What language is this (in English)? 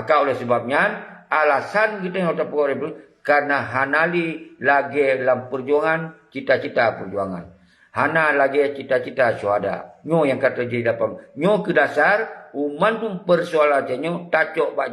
Achinese